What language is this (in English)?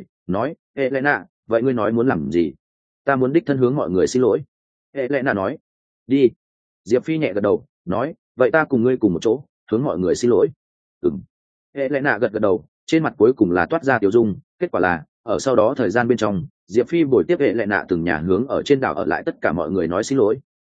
Vietnamese